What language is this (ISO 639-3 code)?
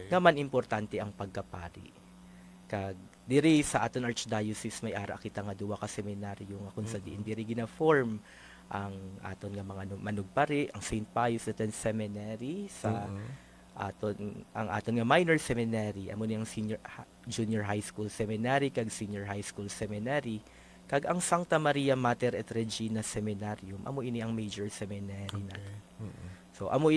hil